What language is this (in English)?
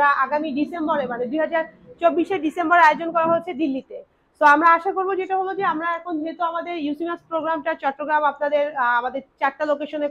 Bangla